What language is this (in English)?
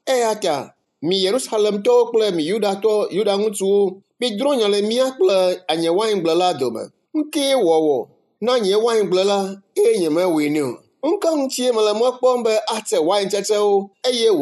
Ewe